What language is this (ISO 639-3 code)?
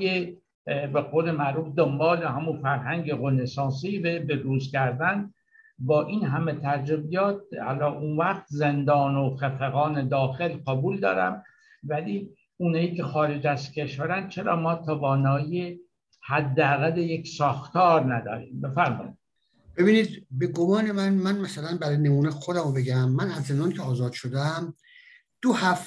fas